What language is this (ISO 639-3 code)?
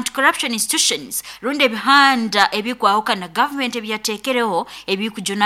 nyn